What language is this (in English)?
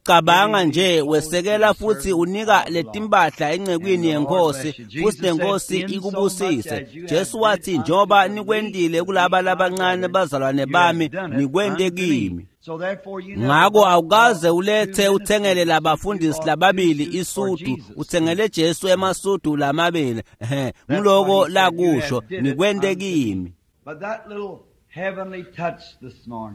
Swati